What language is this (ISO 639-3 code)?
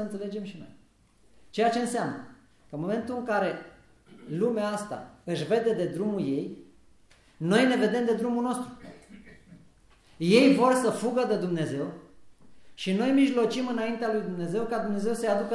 ron